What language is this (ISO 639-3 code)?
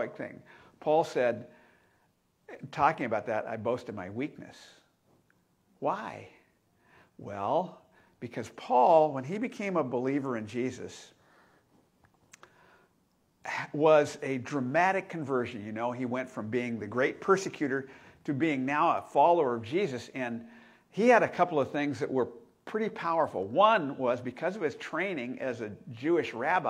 eng